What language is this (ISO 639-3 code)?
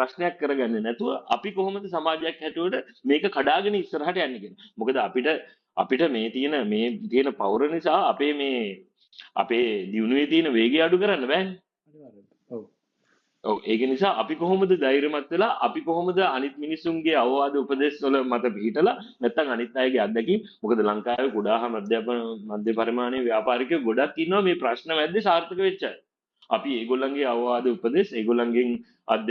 sin